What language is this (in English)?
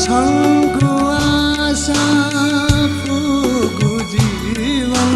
Newari